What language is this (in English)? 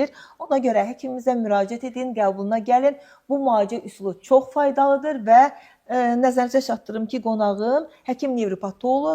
Azerbaijani